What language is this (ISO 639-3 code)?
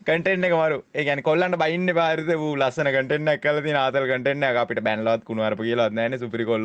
sin